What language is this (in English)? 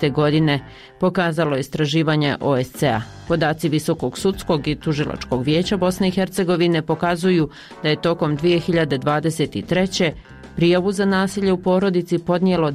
Bosnian